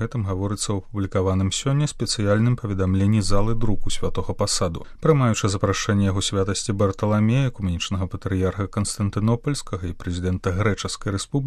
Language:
Belarusian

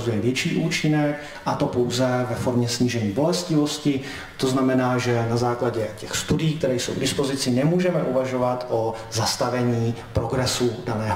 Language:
Czech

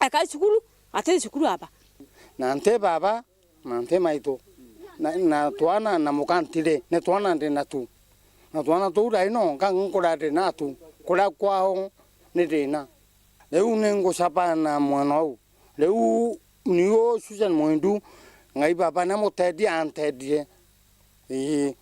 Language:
Meru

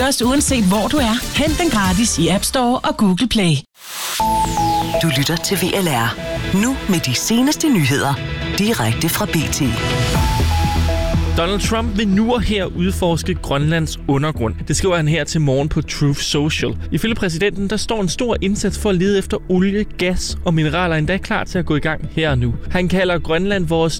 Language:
Danish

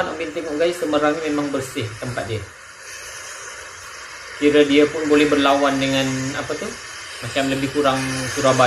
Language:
Malay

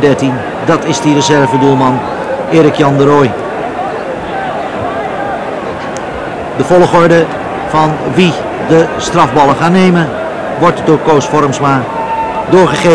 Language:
Dutch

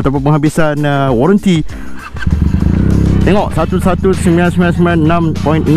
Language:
Malay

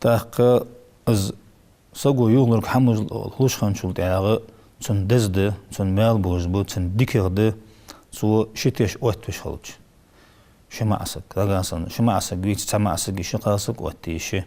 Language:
Ingush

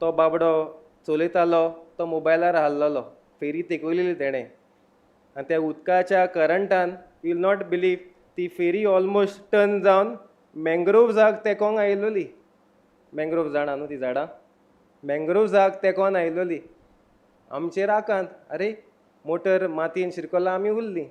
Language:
Konkani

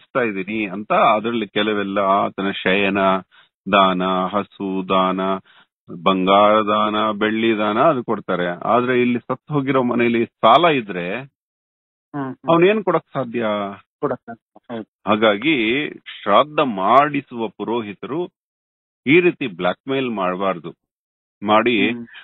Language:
Kannada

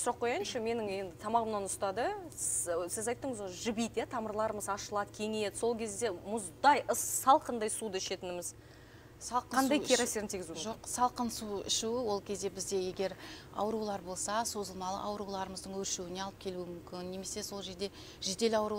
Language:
Kazakh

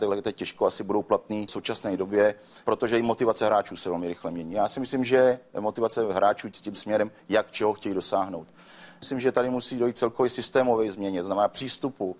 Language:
Czech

